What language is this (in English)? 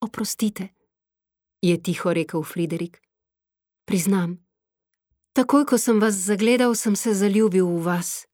Slovenian